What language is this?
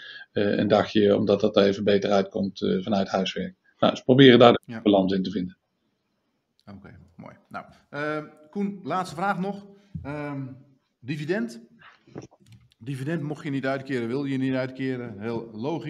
Dutch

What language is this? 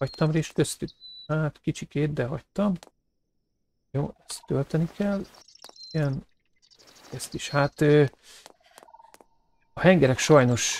Hungarian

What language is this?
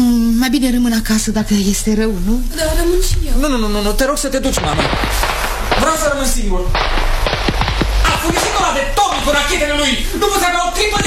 Romanian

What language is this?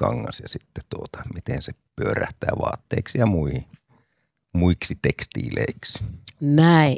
Finnish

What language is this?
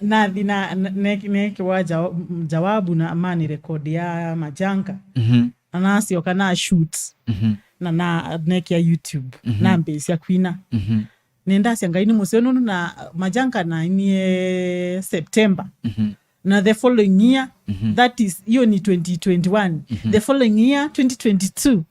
Kamba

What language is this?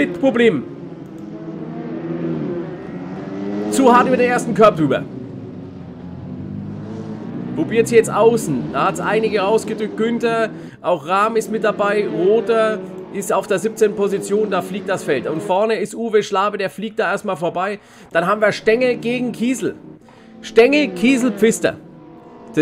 German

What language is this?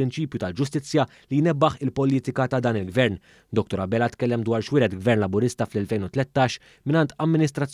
Maltese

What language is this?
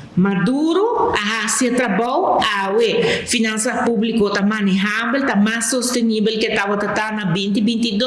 Papiamento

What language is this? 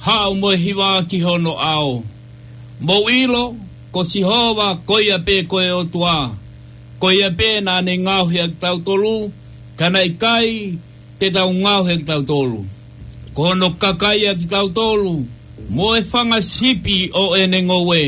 Tongan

